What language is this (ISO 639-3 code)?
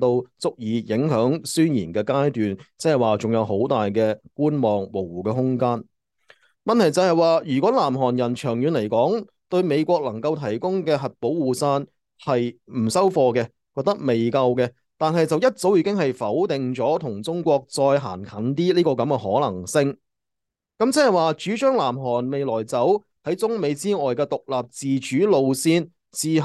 yue